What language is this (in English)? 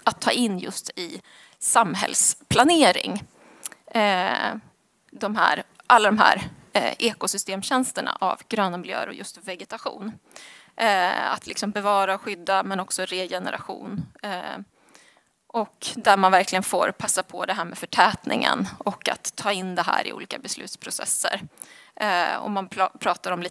Swedish